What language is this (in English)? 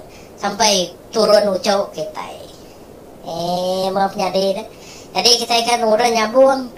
Iban